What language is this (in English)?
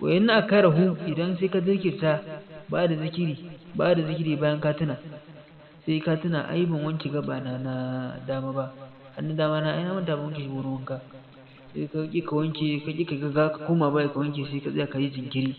Hausa